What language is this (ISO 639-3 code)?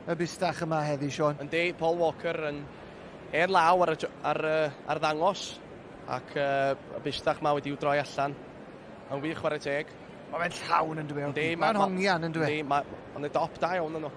cym